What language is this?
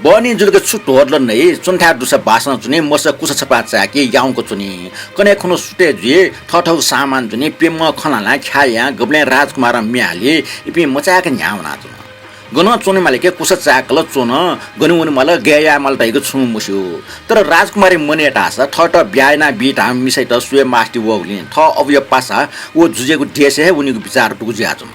Newari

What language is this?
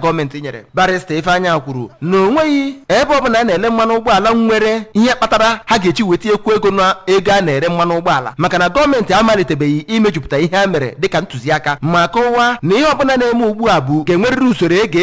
Igbo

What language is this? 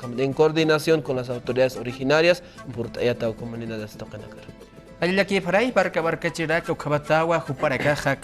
Aymara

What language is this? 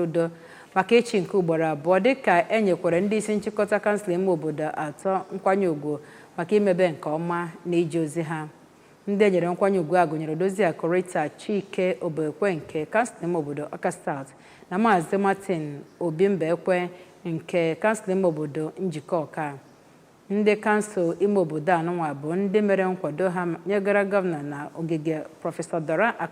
Igbo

